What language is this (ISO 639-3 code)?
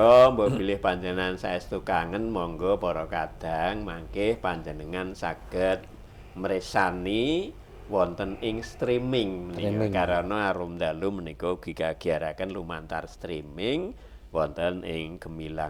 jav